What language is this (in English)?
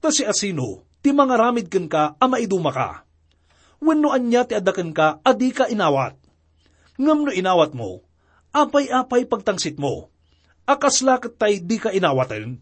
Iloko